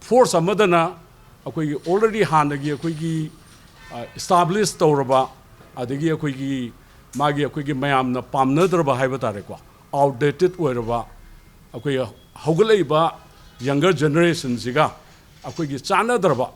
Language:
Manipuri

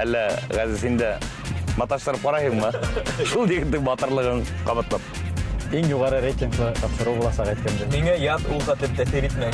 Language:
Bashkir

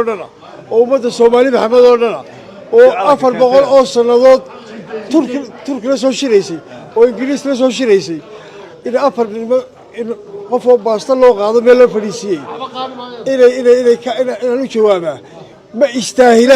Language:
Somali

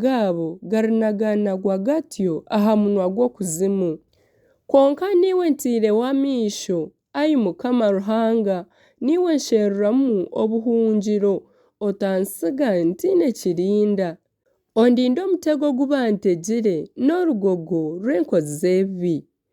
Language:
Nyankole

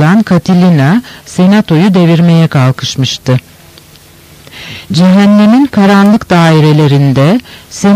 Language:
Turkish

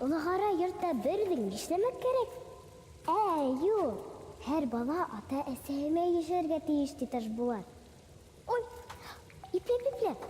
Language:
Bashkir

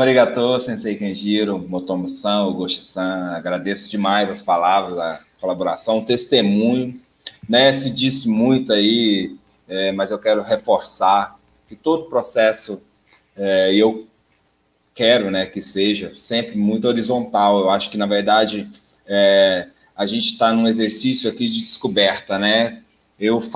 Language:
Portuguese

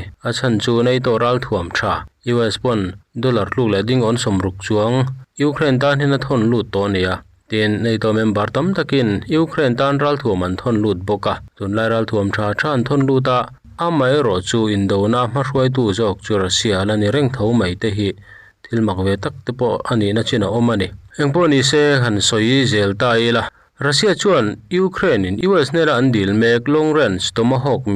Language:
Mizo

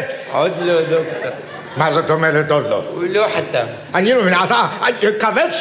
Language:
Hebrew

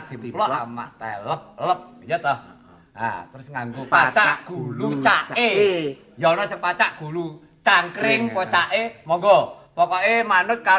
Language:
Javanese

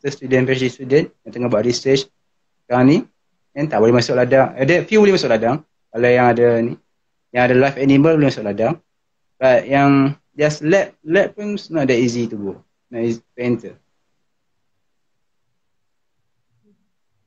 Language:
Malay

